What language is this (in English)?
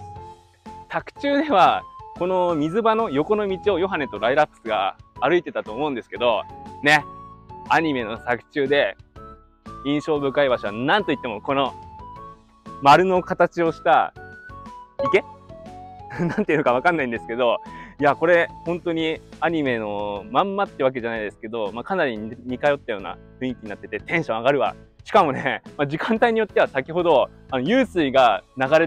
Japanese